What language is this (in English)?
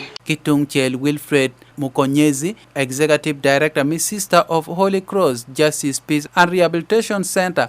Acoli